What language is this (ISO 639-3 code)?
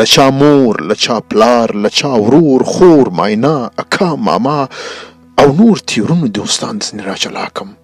pus